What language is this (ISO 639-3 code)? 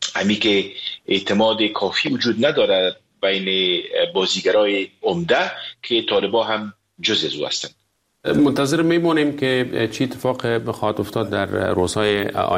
fas